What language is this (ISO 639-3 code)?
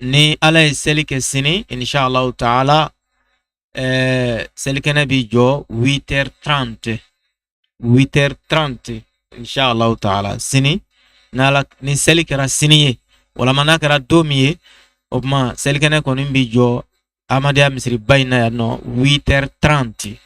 bam